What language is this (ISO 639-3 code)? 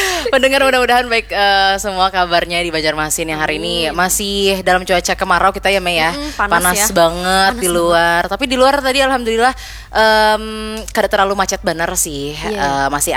bjn